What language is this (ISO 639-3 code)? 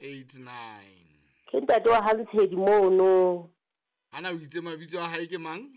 sot